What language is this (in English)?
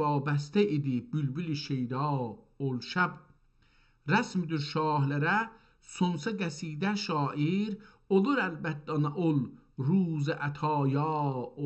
South Azerbaijani